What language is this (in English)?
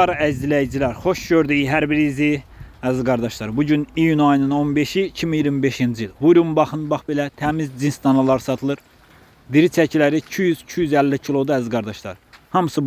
Azerbaijani